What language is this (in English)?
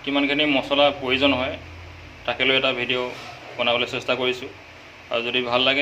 Assamese